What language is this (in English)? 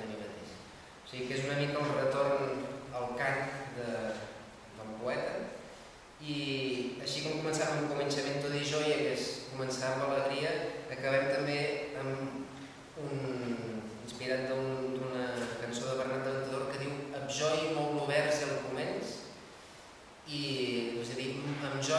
Catalan